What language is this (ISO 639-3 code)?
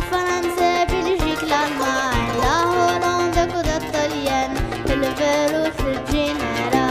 kab